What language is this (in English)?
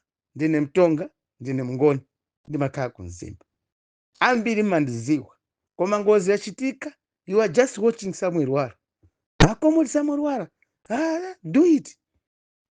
Nyanja